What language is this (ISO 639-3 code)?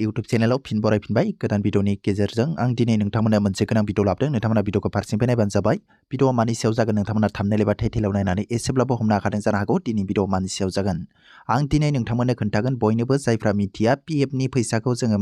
brx